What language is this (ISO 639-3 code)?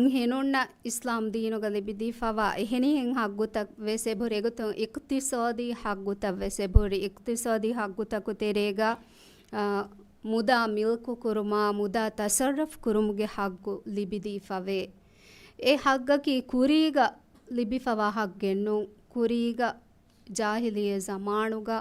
div